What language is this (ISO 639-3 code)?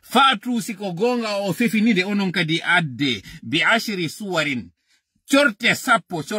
ful